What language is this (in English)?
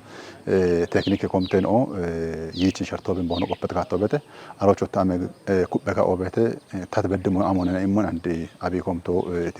Kafa